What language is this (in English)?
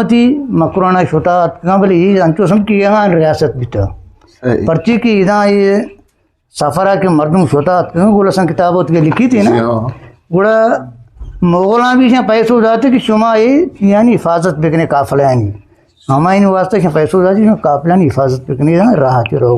Eastern Balochi